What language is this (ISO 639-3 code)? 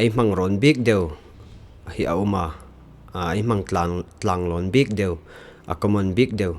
hmr